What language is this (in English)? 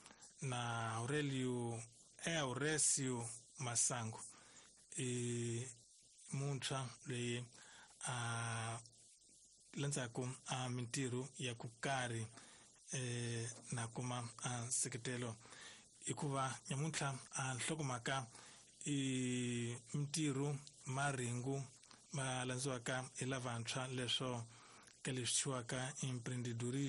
Tsonga